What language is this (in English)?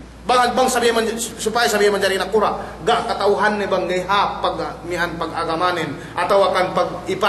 Yakan